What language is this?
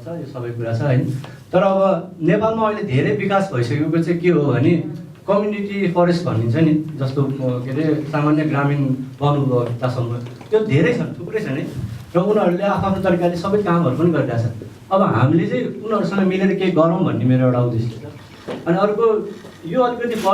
Nepali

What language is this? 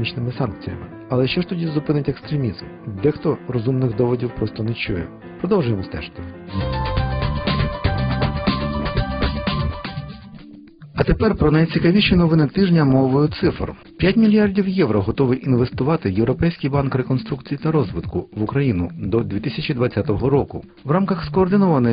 Ukrainian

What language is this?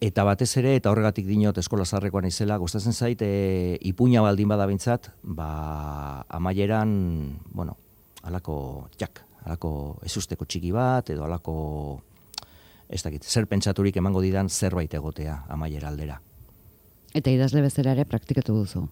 Basque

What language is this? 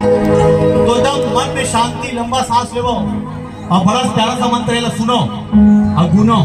Chhattisgarhi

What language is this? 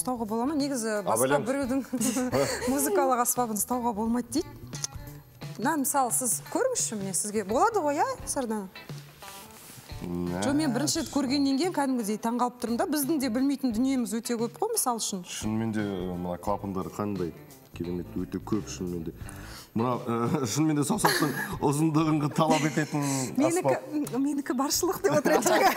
Kazakh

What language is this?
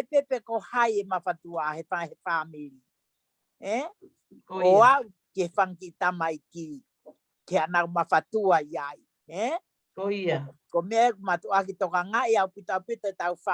Tongan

